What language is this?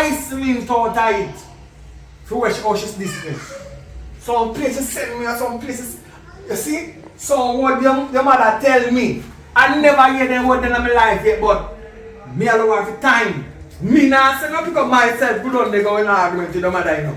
Jamaican Creole English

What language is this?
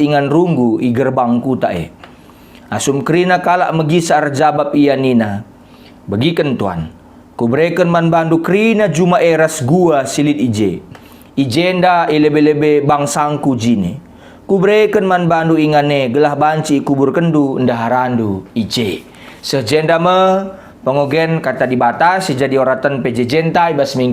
Batak Karo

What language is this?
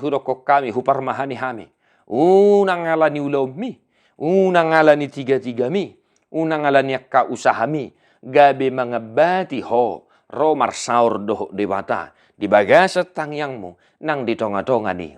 Batak Toba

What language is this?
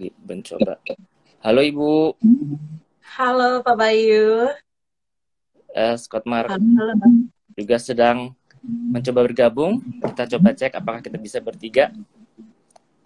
Indonesian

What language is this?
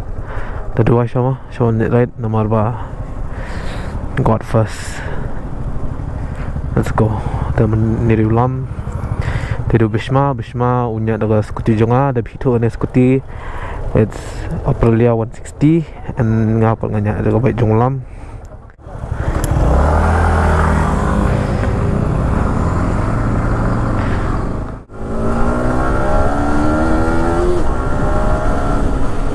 Khasi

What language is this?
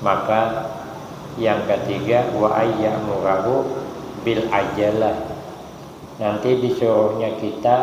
Banjar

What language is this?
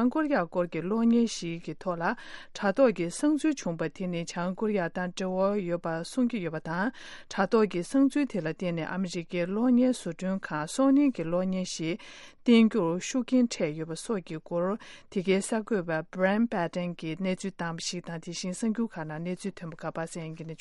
Tibetan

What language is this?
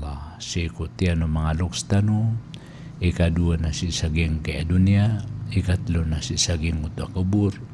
Maranao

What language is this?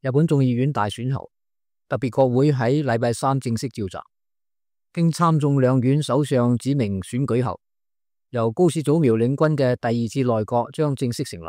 Cantonese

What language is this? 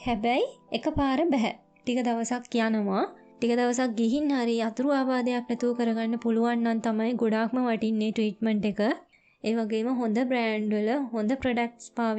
Sinhala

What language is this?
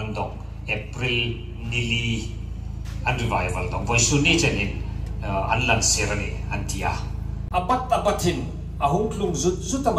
Hmar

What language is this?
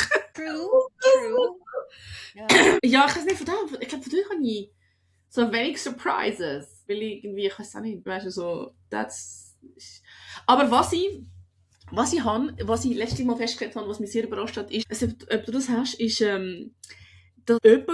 Swiss German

